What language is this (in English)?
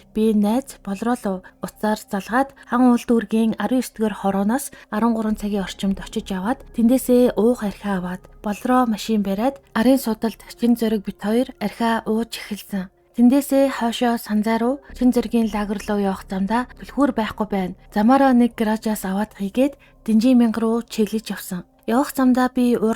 Mongolian